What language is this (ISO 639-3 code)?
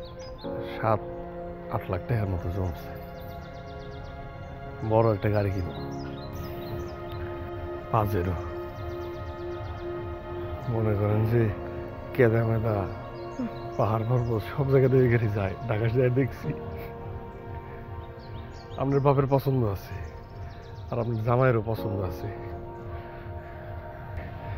ben